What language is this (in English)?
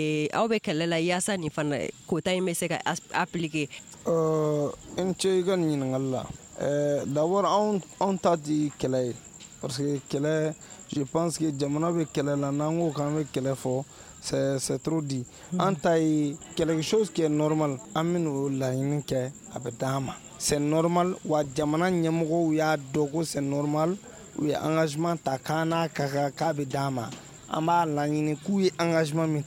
Bambara